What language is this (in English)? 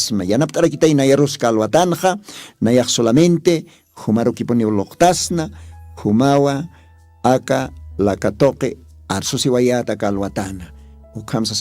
Aymara